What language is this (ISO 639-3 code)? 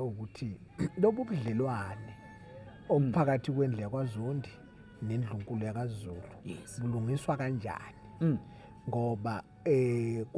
zul